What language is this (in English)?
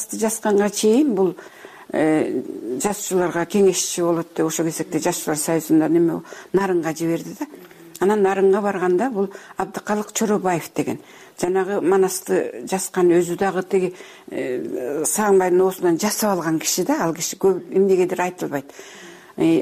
Kyrgyz